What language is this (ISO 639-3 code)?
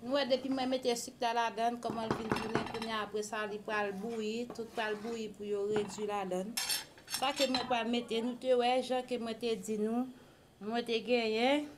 hat